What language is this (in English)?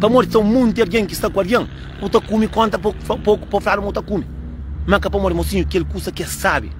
Kabuverdianu